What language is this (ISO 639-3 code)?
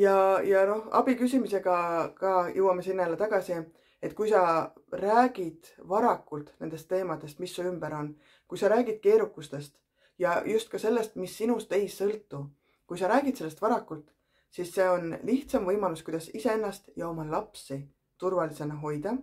est